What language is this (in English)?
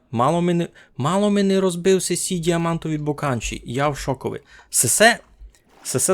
Rusyn